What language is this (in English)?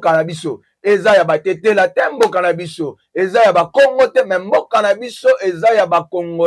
Lingala